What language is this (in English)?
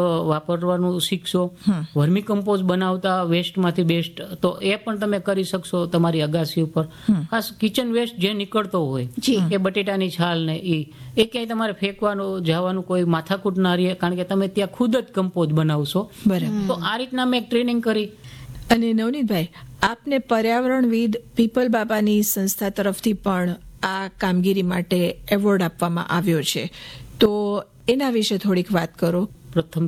Gujarati